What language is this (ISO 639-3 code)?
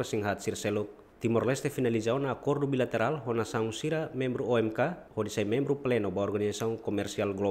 tet